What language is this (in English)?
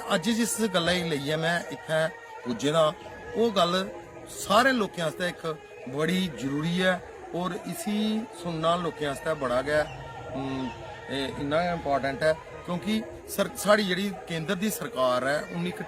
Dogri